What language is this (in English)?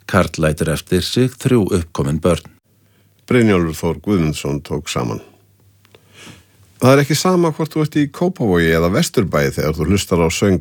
Icelandic